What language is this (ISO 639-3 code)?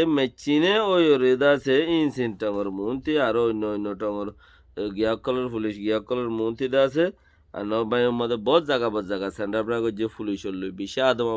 rhg